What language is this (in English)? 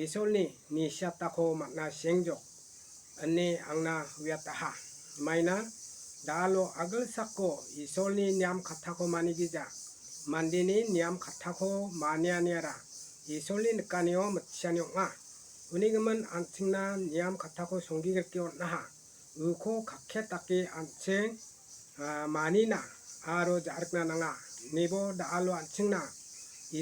Garo